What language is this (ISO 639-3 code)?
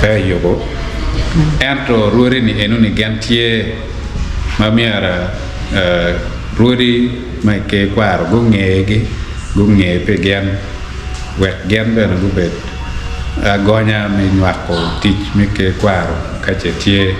ach